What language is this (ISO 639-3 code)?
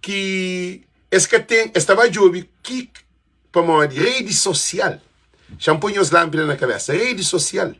kea